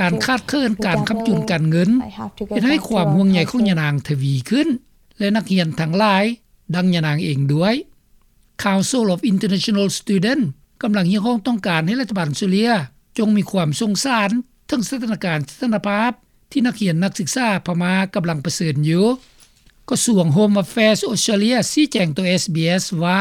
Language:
Lao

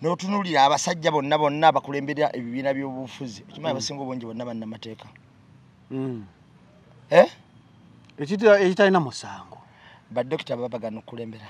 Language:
Ganda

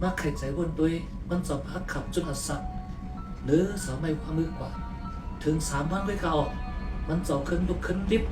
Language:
Shan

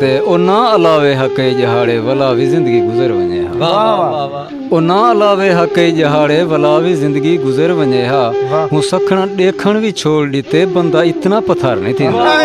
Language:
Saraiki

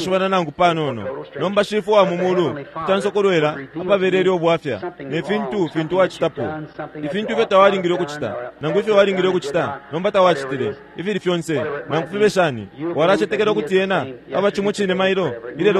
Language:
Bemba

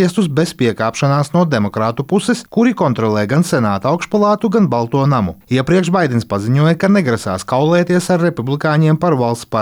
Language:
Latvian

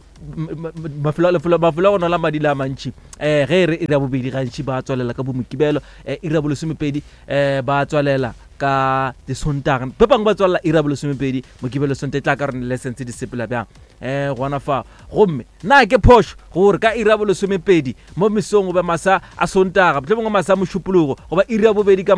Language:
Northern Sotho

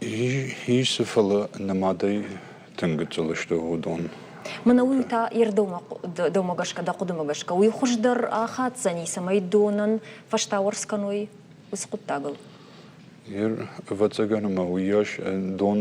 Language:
Ossetic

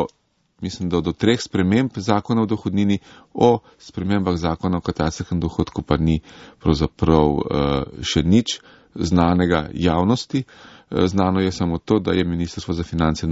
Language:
Slovenian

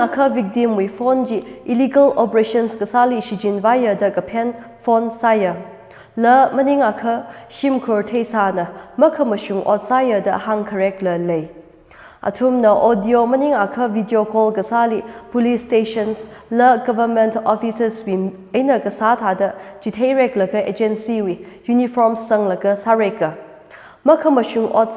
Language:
Tangkhul Naga (India)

